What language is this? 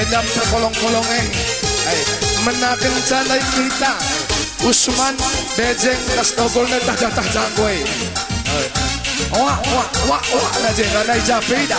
Batak Karo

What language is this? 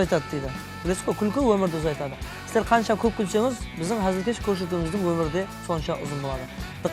Kara-Kalpak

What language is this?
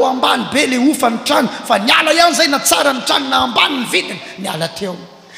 Malagasy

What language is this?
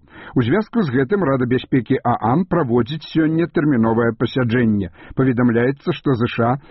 Belarusian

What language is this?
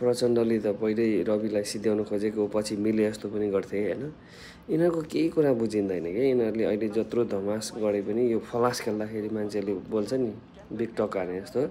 Nepali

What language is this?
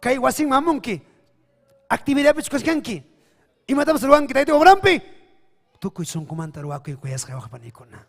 Ayacucho Quechua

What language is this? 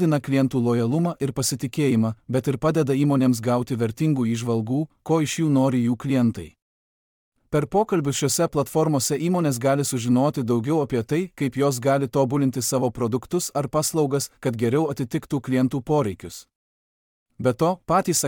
Lithuanian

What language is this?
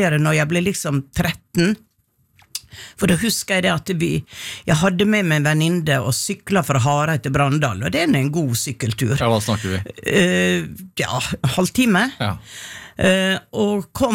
Norwegian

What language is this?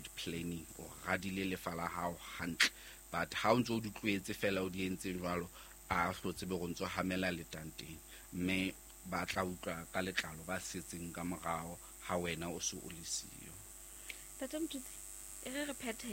Southern Sotho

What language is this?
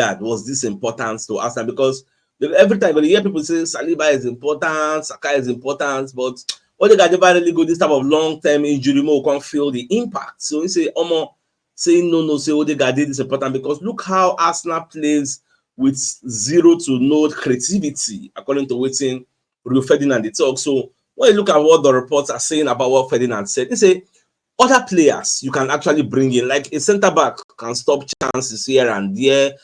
Nigerian Pidgin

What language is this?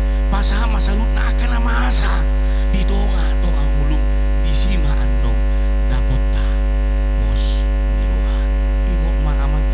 Batak Toba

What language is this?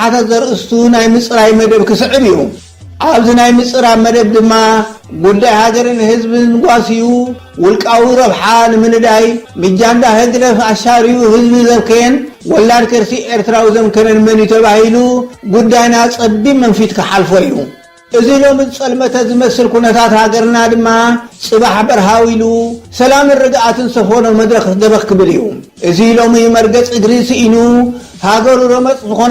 Tigrinya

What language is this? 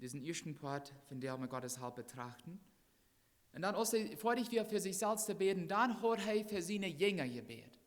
Plautdietsch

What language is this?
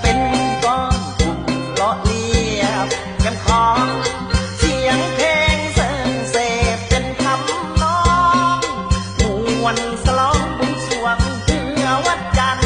Lao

